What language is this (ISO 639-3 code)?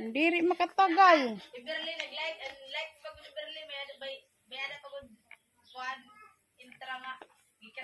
war